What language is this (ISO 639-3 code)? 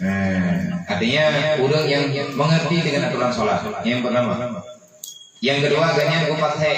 ace